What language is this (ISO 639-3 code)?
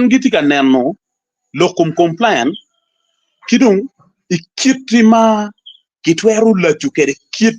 ach